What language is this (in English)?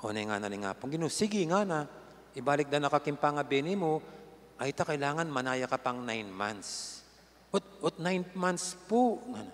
Pampanga